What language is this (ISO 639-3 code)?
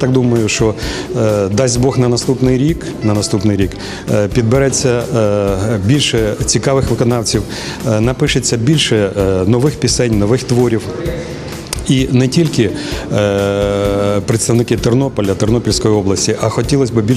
ukr